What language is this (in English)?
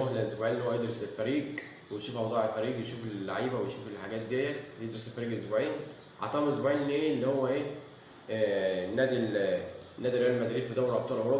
Egyptian Arabic